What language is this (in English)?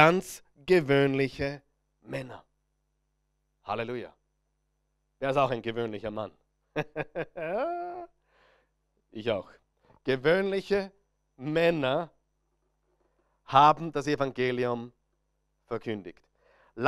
German